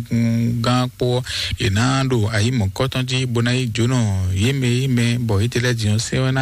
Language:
Fon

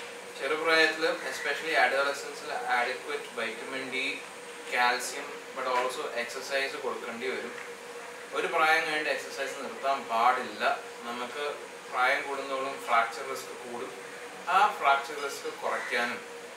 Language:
Malayalam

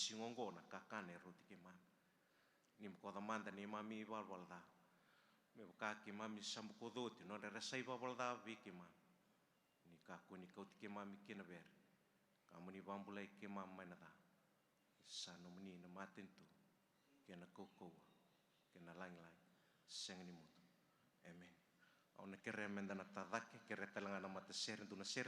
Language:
Fijian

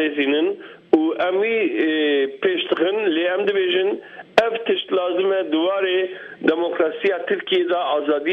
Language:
Kurdish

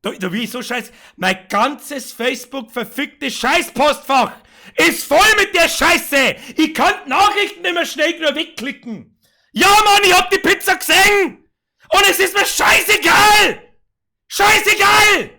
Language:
Bavarian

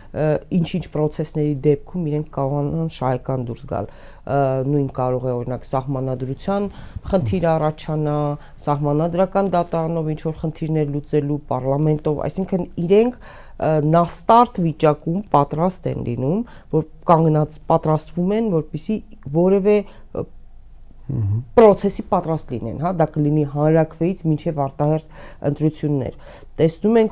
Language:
Armenian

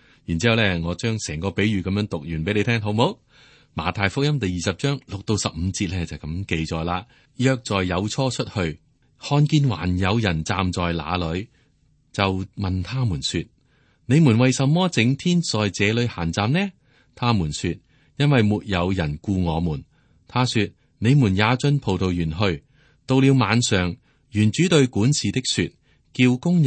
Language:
Cantonese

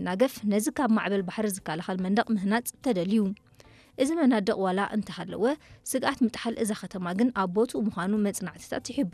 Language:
Tigrinya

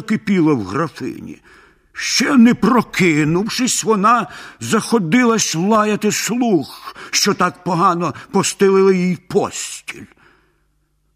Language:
Ukrainian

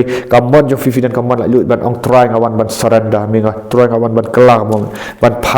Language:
Khasi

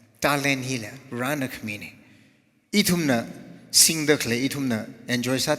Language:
Tangkhul Naga (India)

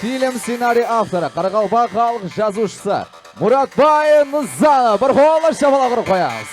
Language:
Kara-Kalpak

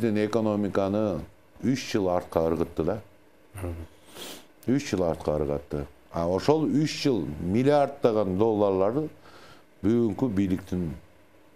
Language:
Kyrgyz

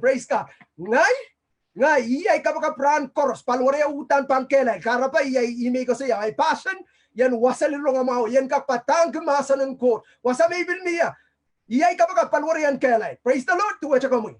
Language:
Pohnpeian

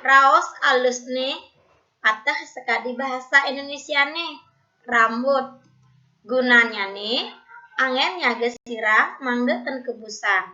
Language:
Balinese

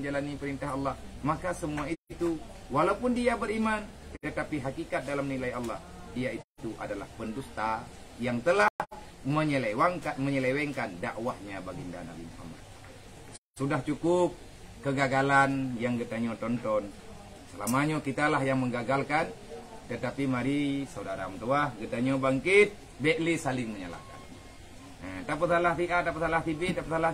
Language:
Achinese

